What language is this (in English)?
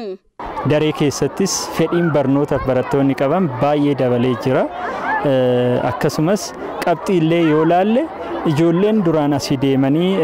Oromo